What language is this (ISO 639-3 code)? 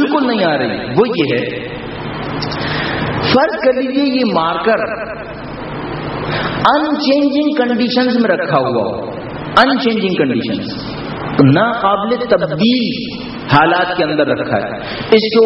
urd